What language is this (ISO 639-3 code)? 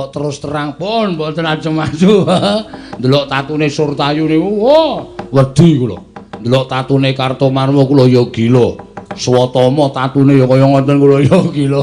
jav